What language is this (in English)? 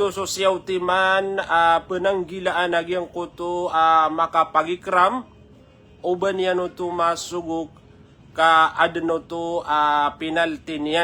Maranao